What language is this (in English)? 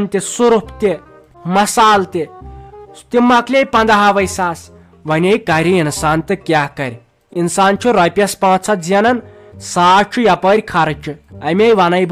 Kashmiri